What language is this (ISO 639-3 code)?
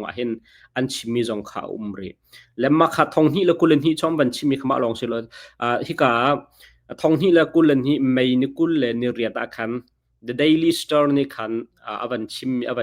cnh